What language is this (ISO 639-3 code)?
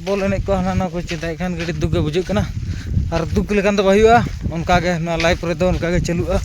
sat